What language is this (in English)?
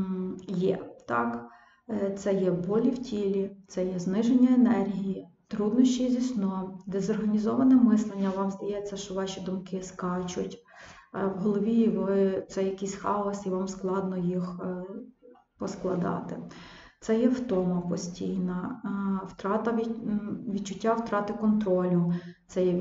Ukrainian